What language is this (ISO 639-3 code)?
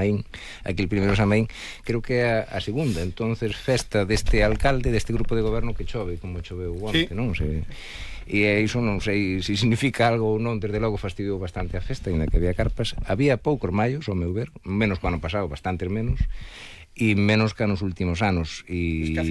glg